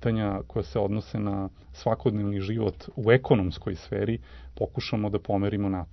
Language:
Serbian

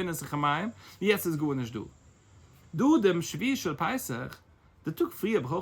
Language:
Yiddish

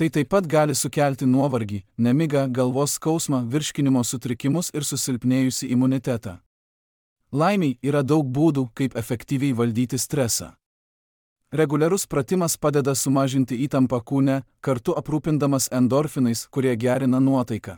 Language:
Lithuanian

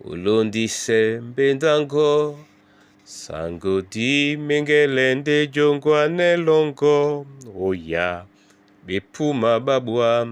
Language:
Duala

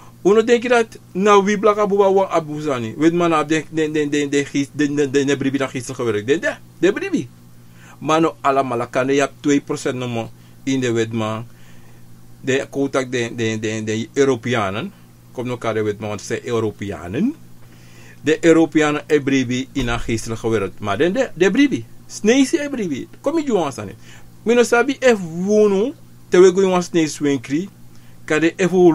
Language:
Sranan Tongo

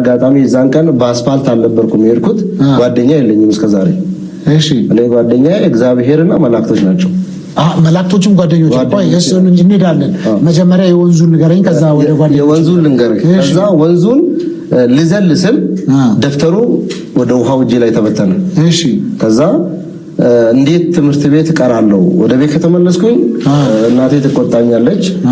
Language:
Amharic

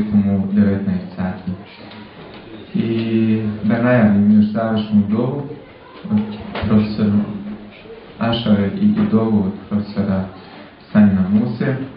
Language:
Bosnian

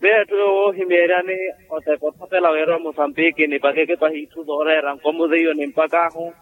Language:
Makhuwa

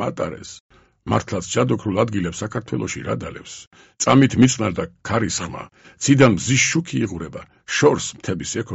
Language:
Georgian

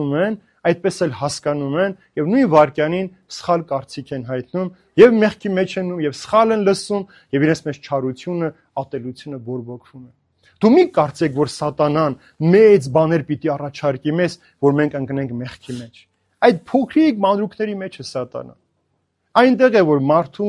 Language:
Armenian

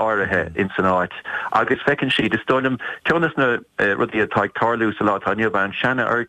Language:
Irish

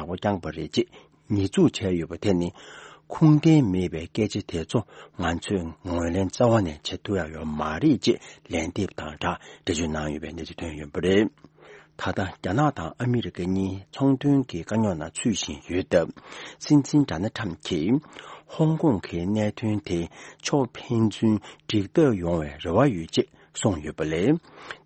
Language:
Tibetan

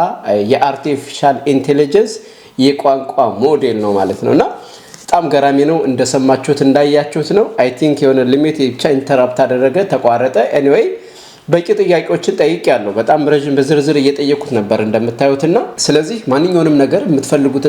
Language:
Amharic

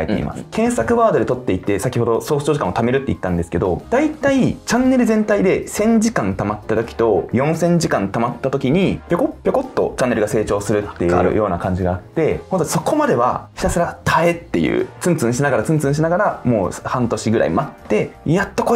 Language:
Japanese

